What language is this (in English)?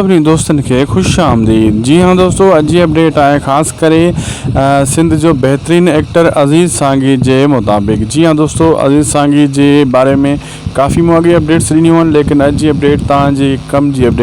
Sindhi